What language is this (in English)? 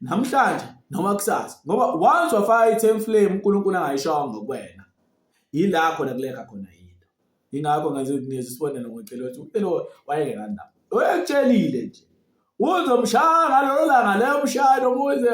Zulu